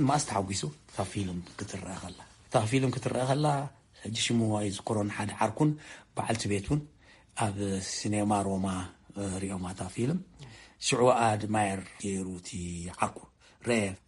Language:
Tigrinya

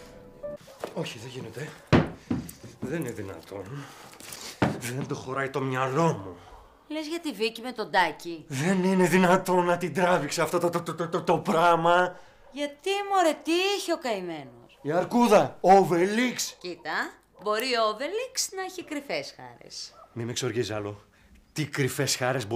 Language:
Greek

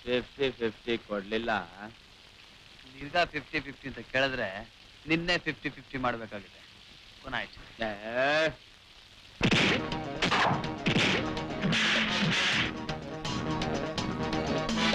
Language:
Kannada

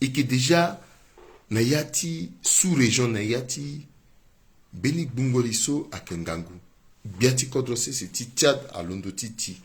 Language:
Sango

